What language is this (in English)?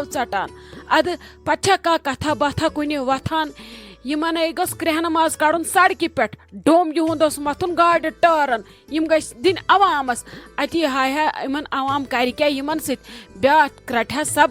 Kashmiri